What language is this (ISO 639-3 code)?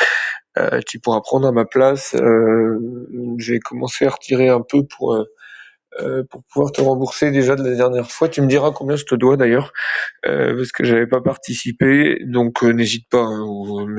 fra